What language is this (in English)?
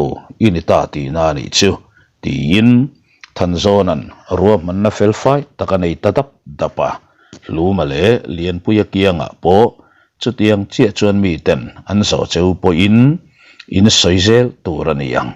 Mizo